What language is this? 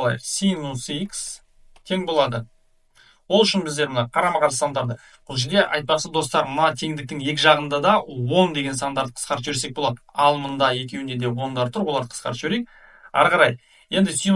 Kazakh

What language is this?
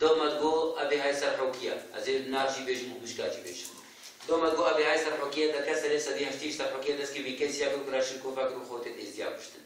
Kurdish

